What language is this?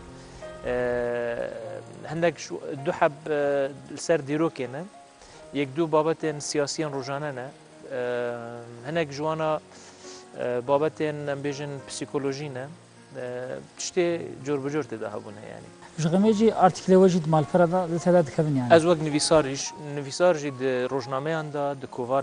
Kurdish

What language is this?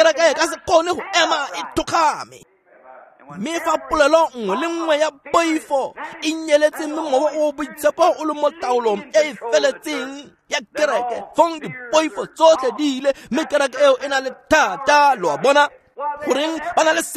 Tswana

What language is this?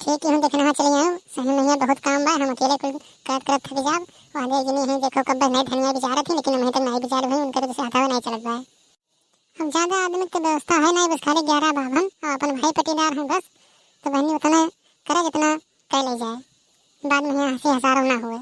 Awadhi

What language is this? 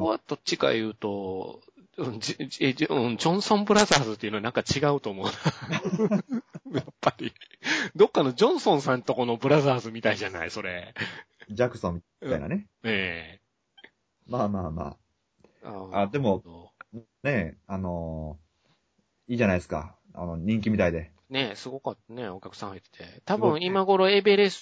Japanese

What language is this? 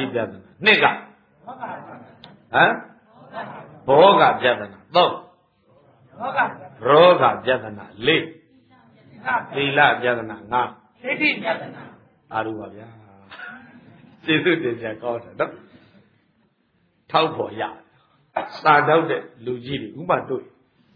Burmese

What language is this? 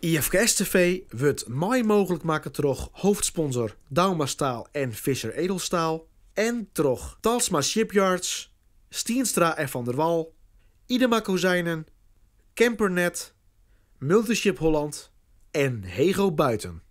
Western Frisian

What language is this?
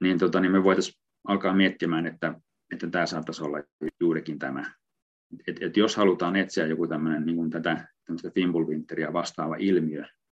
Finnish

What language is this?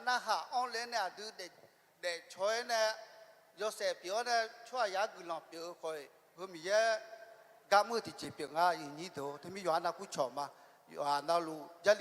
Akha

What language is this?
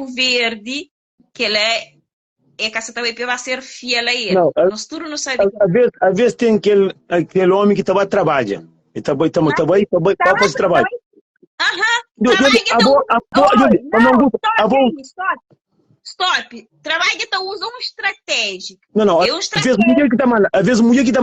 Kabuverdianu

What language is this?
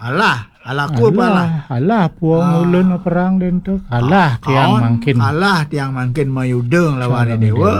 Balinese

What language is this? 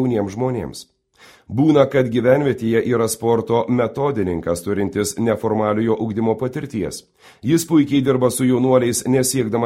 Lithuanian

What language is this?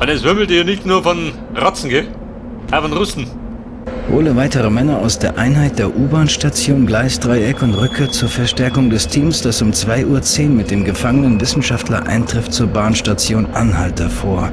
Bavarian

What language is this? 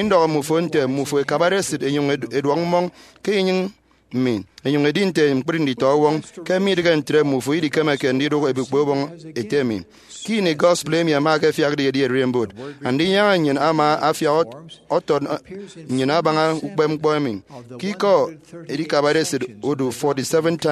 Efik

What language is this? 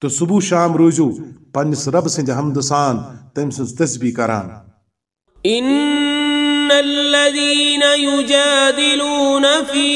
Kashmiri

